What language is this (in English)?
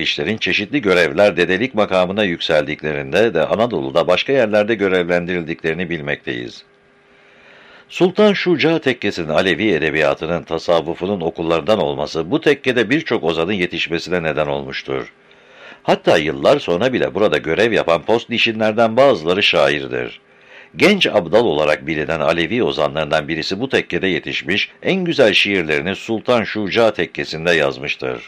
Turkish